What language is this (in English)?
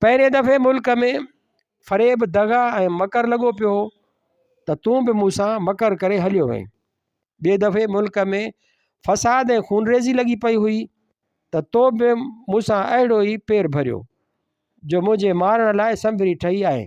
Sindhi